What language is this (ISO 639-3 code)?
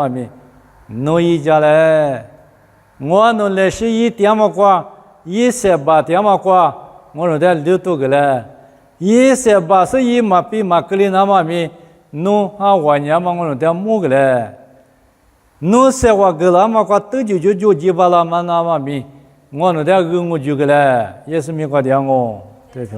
lis